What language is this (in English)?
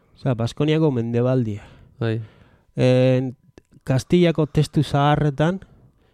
Basque